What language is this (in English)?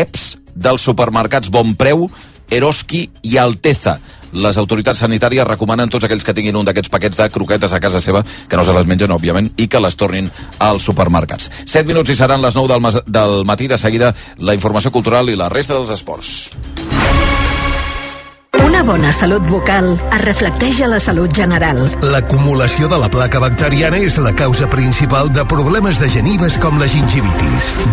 Catalan